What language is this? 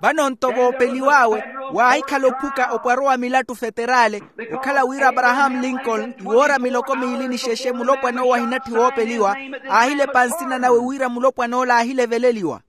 Makhuwa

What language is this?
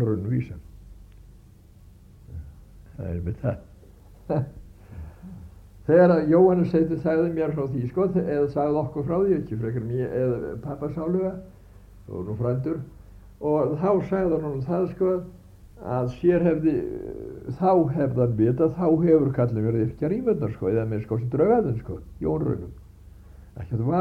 Icelandic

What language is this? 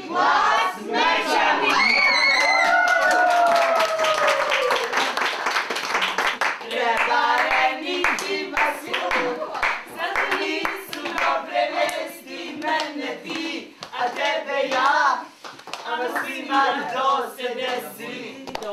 Serbian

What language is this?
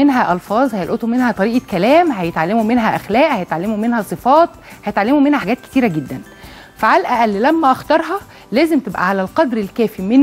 Egyptian Arabic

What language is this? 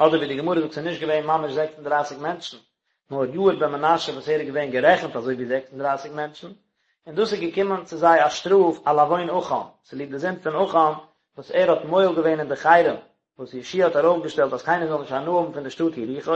Yiddish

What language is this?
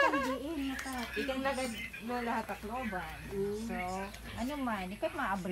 Waray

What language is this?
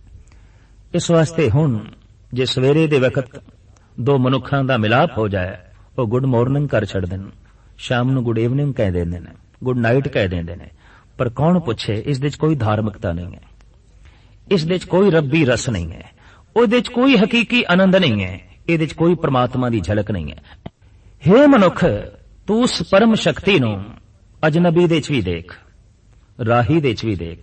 Punjabi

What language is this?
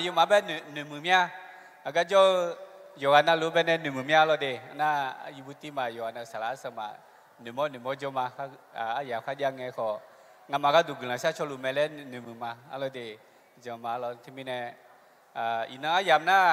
Akha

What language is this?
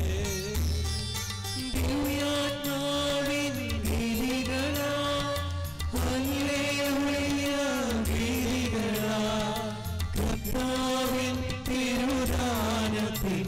Malayalam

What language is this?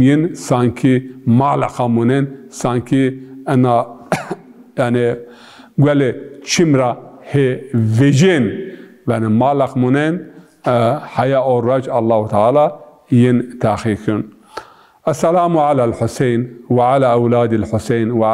Zaza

